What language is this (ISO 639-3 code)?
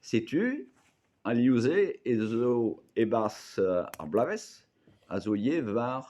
bre